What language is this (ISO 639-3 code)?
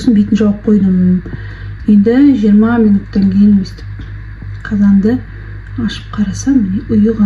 kaz